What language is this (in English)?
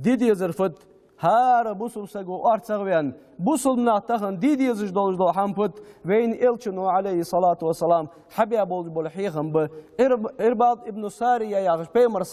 Ingush